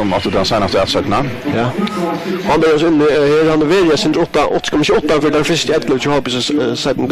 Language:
Faroese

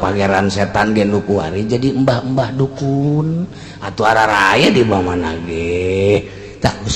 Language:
Sundanese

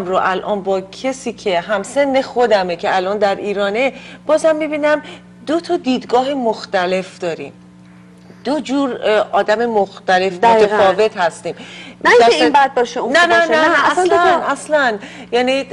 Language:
Persian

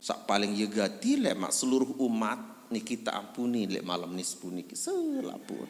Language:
Sasak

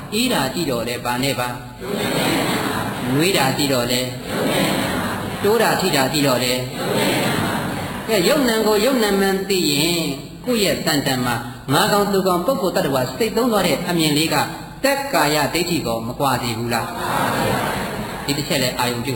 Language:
Burmese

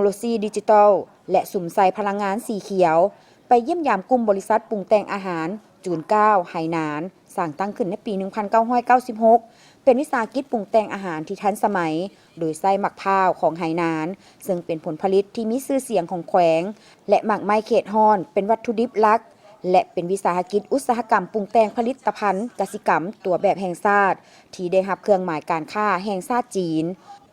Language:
Lao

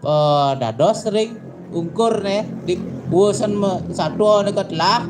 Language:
Balinese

